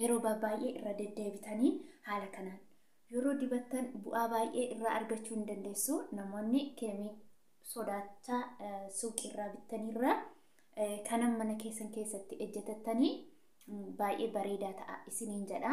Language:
Oromo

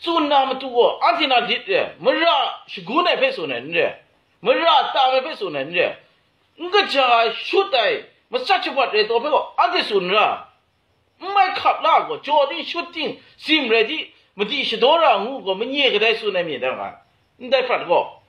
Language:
Kachin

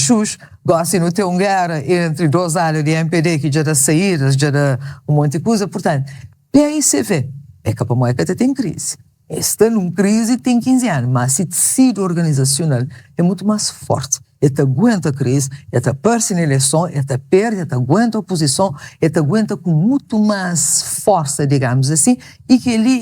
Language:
Kabuverdianu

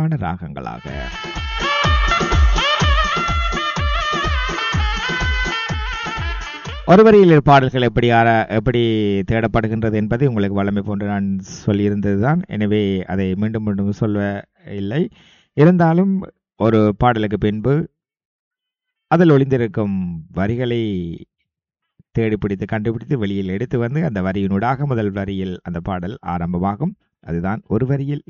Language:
Tamil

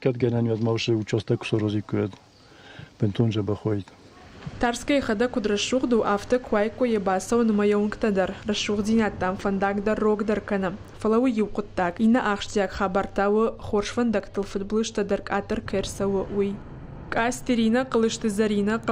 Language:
Ossetic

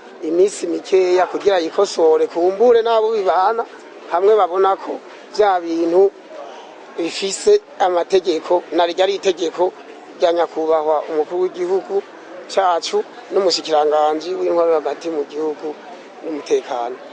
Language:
Rundi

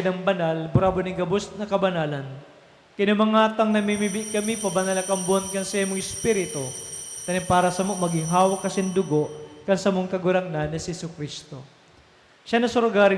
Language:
Bikol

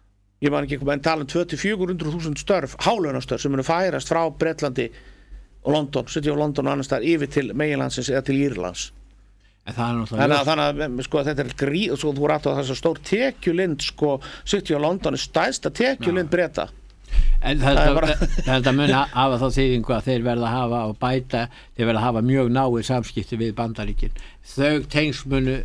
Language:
Icelandic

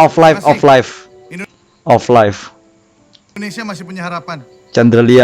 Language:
Banjar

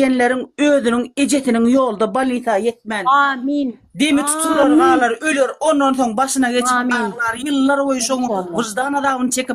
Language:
Turkmen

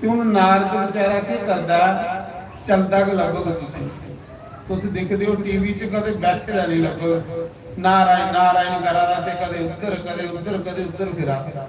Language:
Dogri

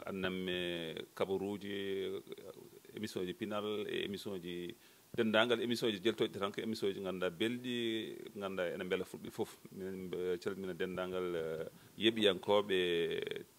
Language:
Fula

